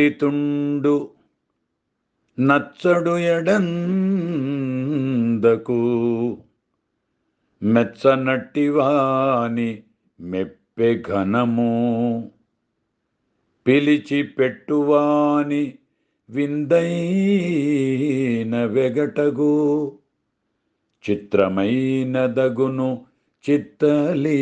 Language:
Telugu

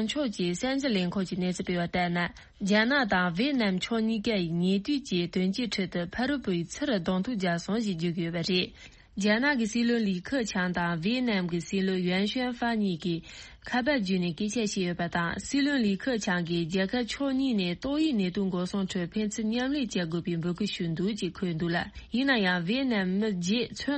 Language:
Tibetan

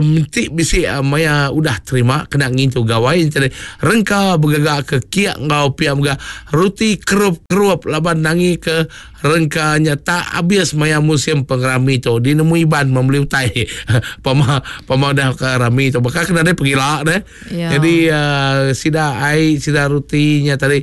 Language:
Iban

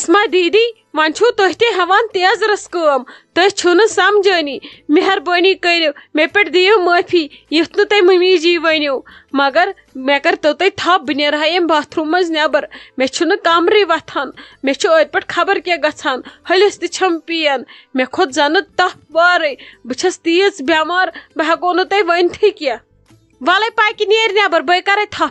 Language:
Kashmiri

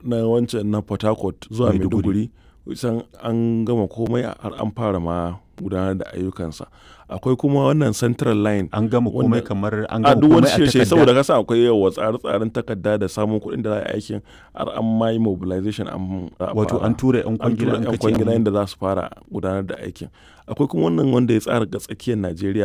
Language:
Hausa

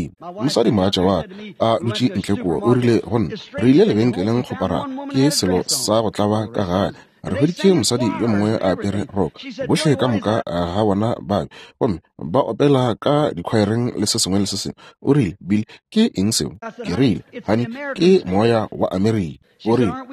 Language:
Northern Sotho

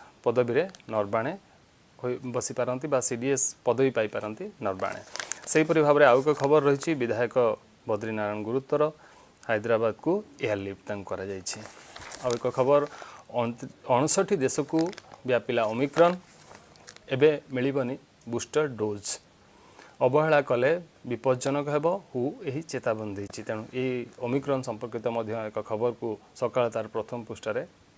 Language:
Odia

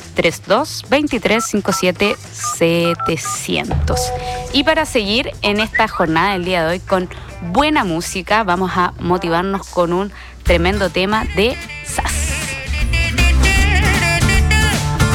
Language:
Spanish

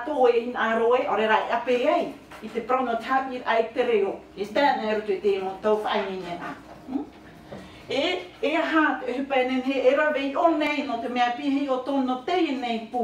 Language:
Tahitian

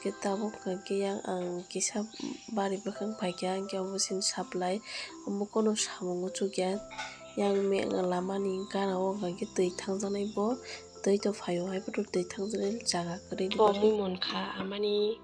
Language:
Kok Borok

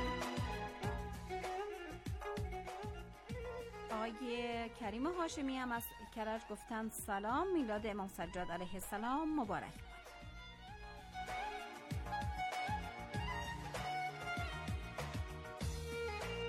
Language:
Persian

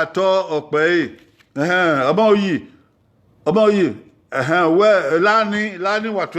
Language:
Bini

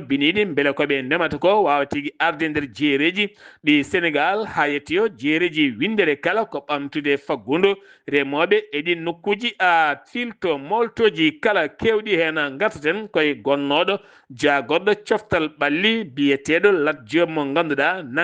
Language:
Fula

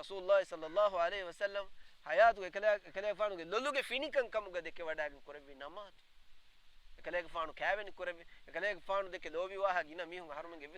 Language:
Divehi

